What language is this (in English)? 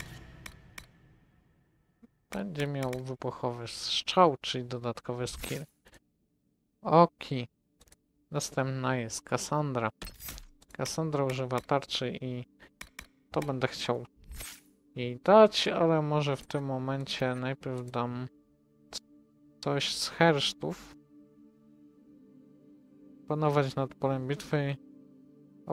Polish